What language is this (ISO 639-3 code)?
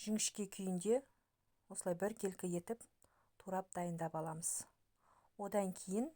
kaz